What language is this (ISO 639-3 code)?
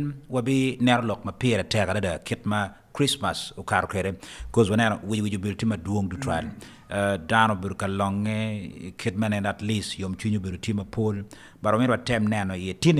ach